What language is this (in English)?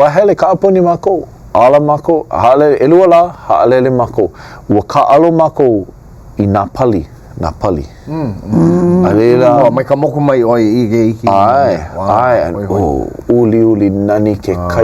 Hawaiian